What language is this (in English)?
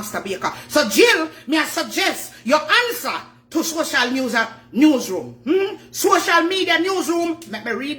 Jamaican Creole English